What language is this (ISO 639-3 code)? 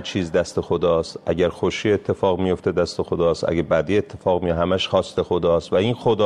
fas